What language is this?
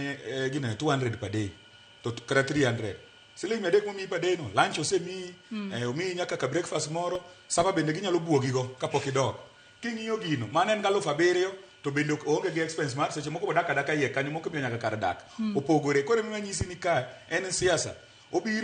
Luo (Kenya and Tanzania)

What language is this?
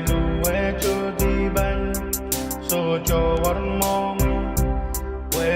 Pohnpeian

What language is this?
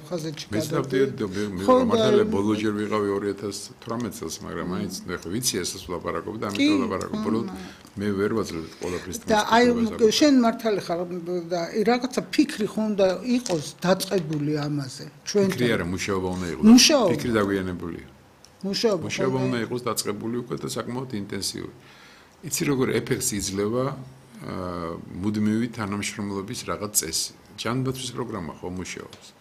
Georgian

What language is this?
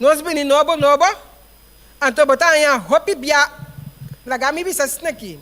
Papiamento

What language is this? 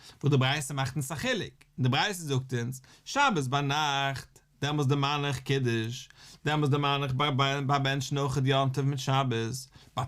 Yiddish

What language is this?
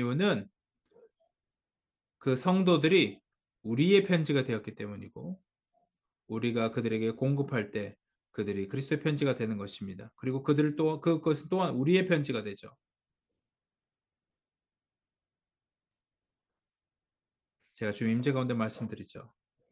Korean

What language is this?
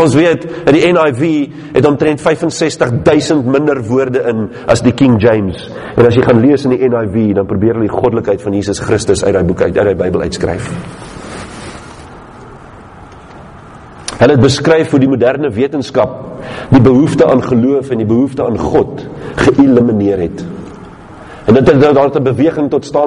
Afrikaans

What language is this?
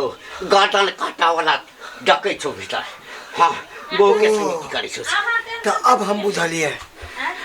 Maithili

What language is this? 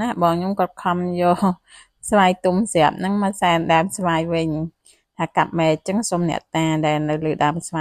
Khmer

